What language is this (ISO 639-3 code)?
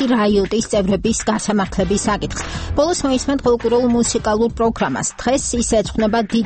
kat